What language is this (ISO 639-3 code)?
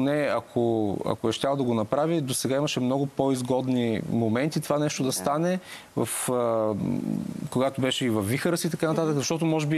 bul